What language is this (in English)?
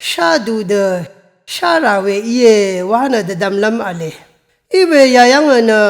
Rawang